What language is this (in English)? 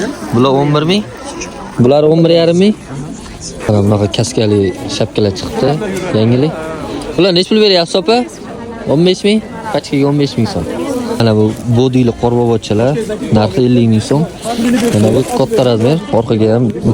Uzbek